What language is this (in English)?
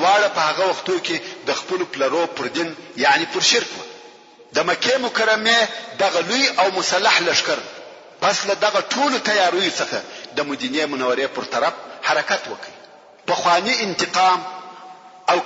Pashto